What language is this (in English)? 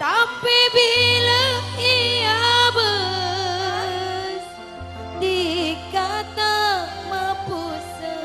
Madurese